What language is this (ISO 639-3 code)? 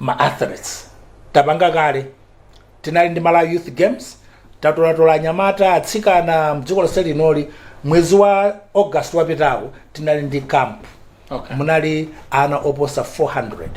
nya